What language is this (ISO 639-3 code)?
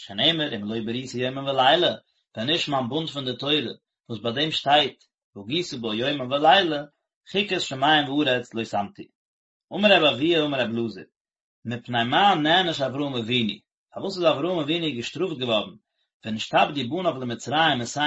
yid